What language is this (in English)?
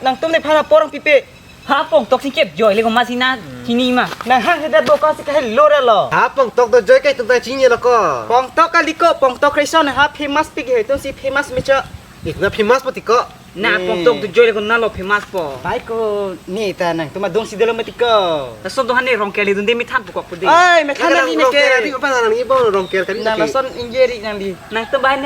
Karbi